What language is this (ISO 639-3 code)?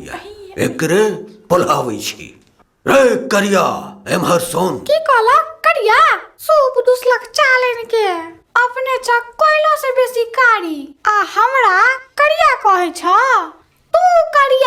mai